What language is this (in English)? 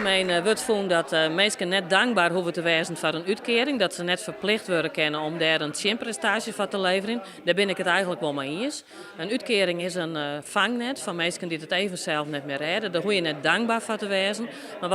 Western Frisian